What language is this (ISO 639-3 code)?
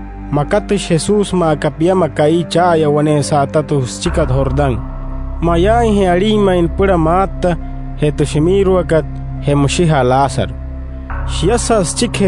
guc